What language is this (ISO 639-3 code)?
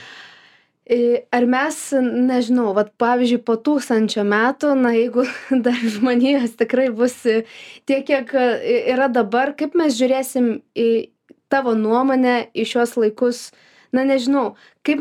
lit